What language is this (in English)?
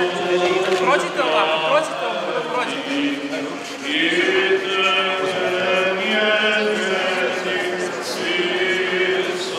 Serbian